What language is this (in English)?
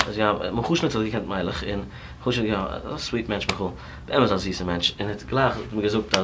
Yiddish